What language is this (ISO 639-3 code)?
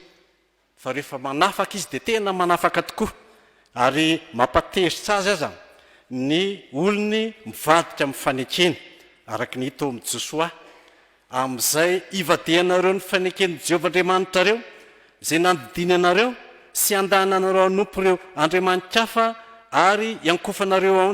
mlg